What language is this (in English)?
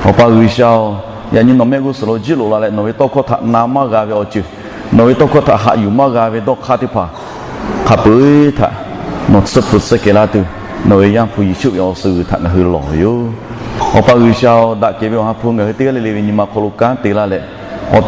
Lahu